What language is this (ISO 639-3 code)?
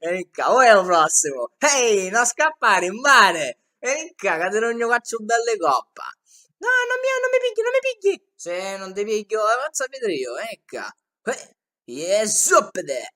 scn